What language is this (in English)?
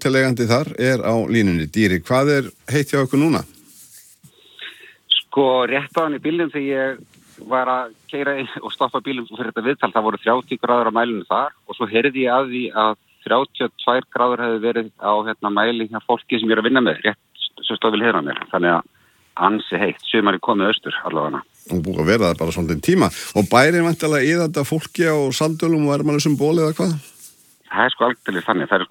Icelandic